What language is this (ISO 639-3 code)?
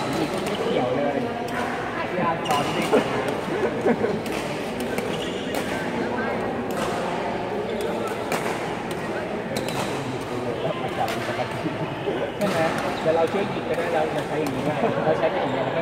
tha